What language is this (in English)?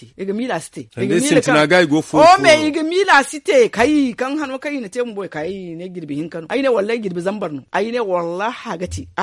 Zarma